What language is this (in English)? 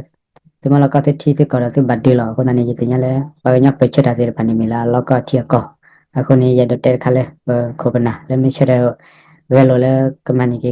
S'gaw Karen